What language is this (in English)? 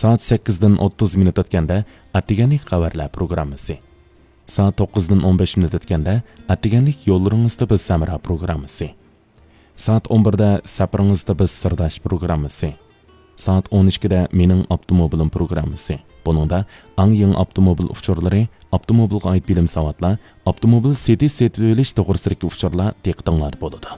Uyghur